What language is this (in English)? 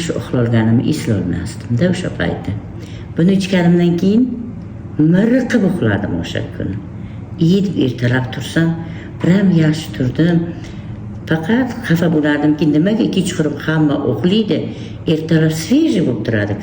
Uzbek